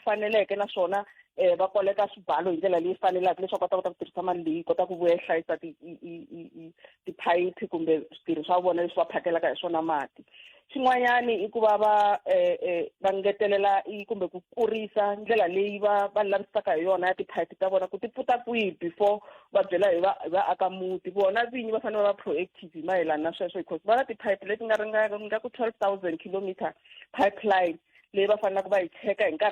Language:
Tsonga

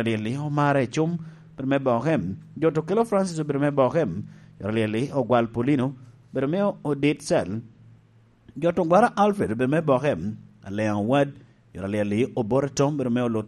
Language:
Lango (Uganda)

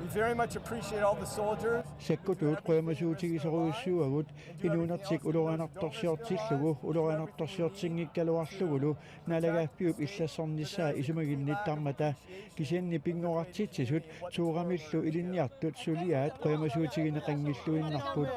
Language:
Kalaallisut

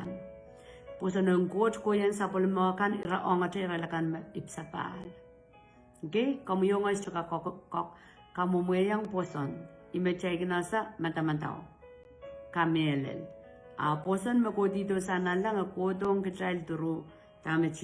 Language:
Pohnpeian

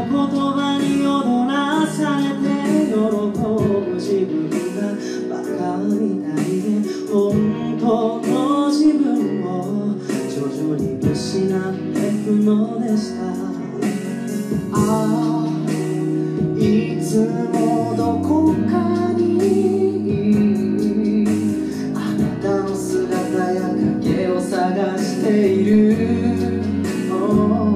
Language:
Japanese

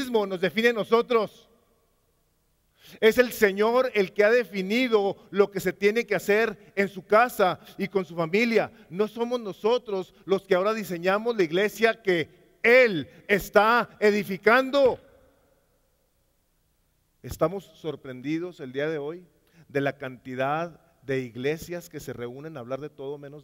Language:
Spanish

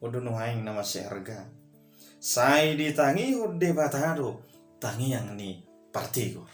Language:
Batak Toba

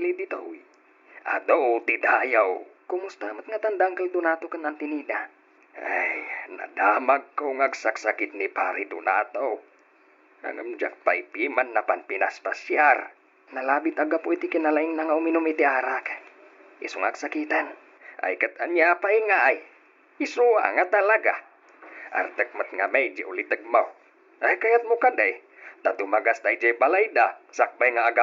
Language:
Iloko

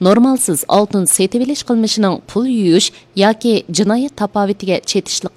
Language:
Uyghur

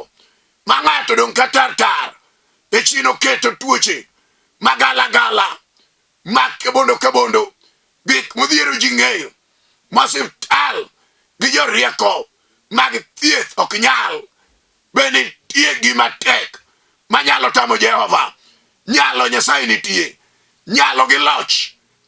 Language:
Luo (Kenya and Tanzania)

